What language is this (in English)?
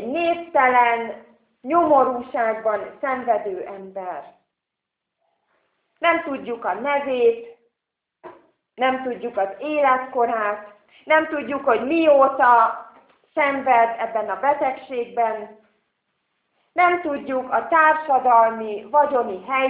Hungarian